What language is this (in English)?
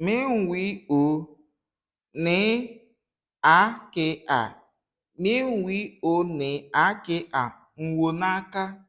Igbo